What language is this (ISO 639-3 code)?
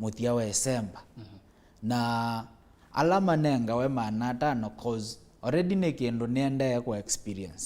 kam